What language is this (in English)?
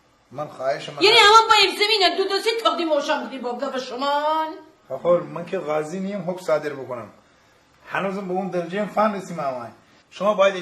Gilaki